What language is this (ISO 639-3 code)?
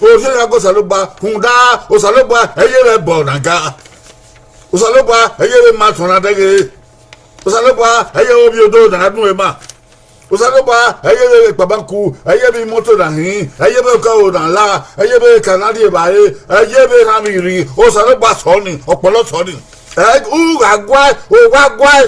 bin